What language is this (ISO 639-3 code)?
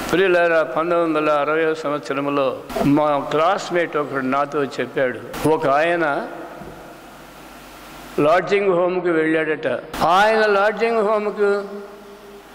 tel